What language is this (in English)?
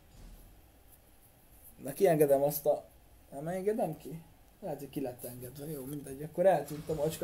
Hungarian